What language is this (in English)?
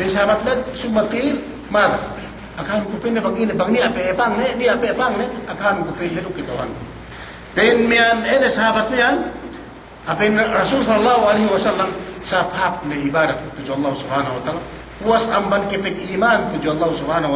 Yakan